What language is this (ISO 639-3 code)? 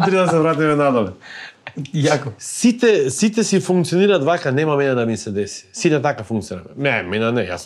mkd